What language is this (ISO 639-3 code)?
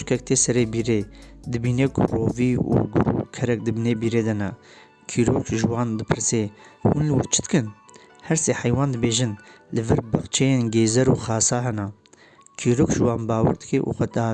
kur